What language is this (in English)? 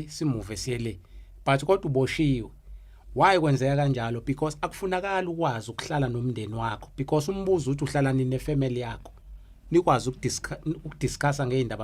Zulu